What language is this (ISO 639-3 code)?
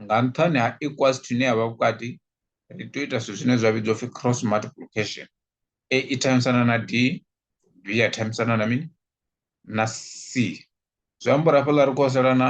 ven